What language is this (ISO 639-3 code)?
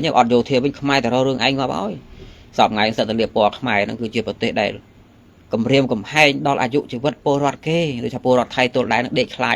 khm